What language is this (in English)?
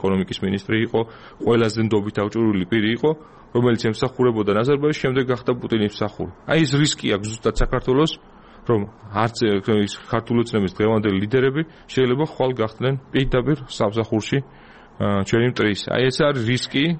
Georgian